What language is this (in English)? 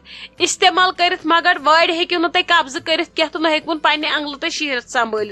Kashmiri